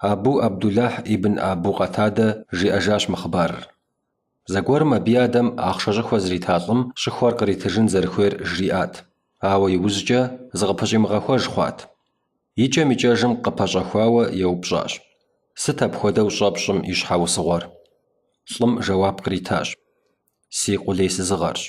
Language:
Kabardian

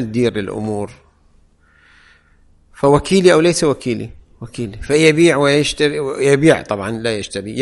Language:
Arabic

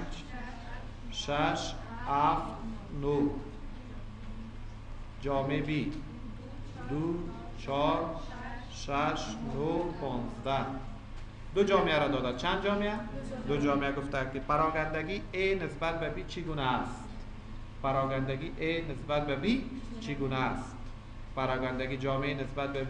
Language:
Persian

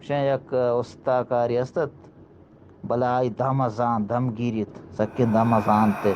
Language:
Eastern Balochi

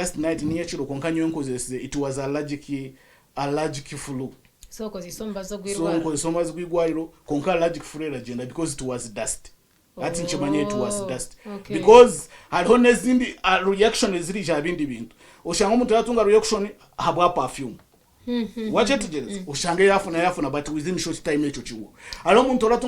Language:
Nyankole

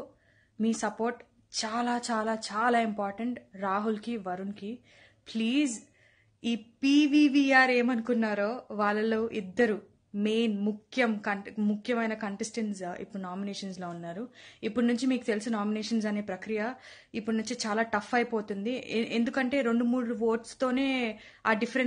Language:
Telugu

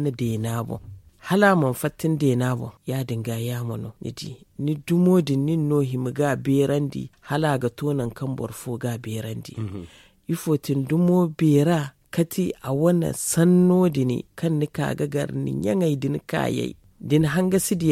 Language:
Zarma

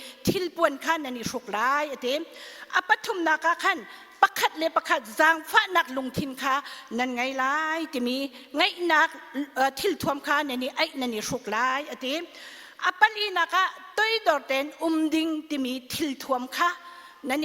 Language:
Hakha Chin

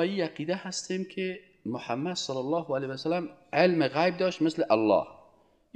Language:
Persian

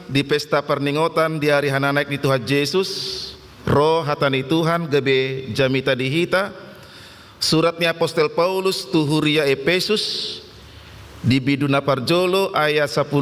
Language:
Batak Toba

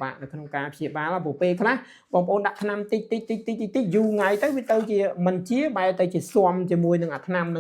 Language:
Khmer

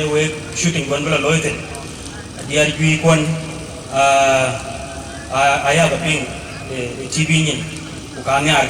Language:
Dinka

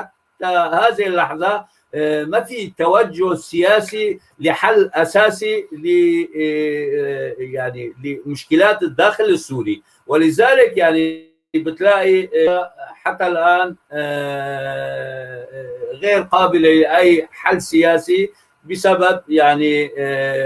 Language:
North Levantine Arabic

